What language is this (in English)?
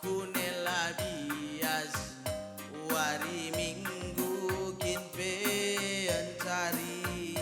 Batak Karo